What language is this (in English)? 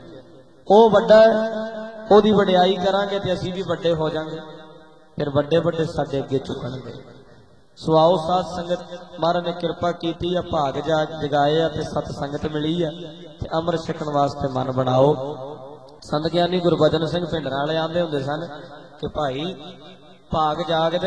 Punjabi